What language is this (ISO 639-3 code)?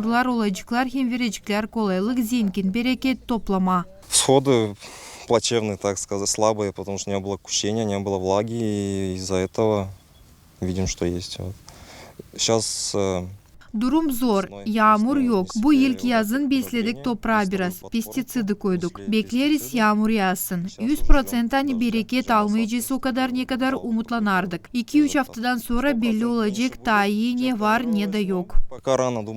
gag